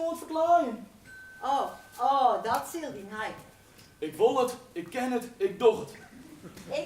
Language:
Western Frisian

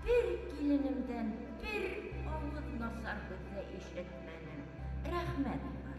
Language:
Bashkir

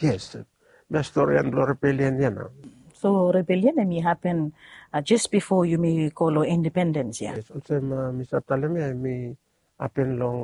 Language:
Bislama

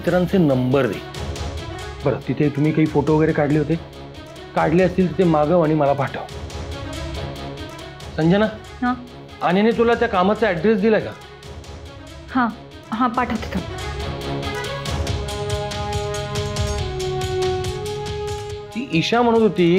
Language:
Marathi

